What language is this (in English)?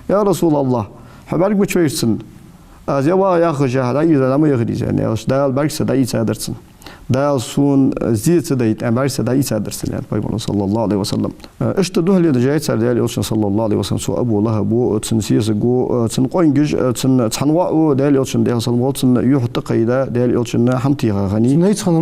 Ingush